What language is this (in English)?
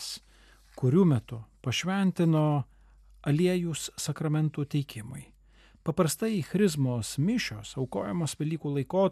Lithuanian